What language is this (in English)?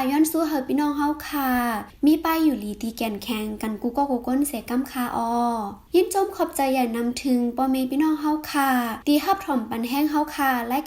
Shan